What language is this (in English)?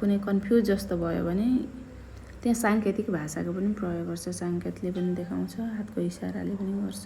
Nepali